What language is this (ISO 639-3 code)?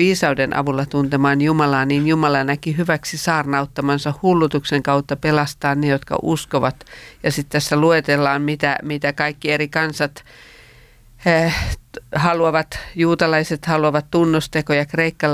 fin